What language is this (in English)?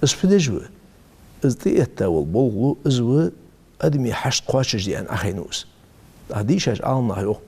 Ingush